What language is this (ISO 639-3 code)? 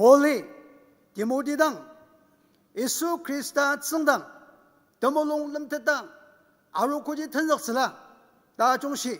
njo